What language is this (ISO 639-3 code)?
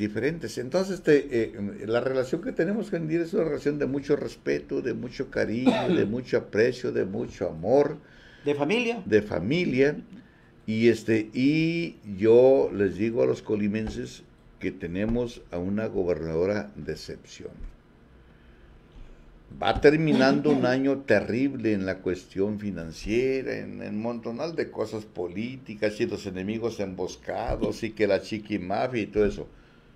spa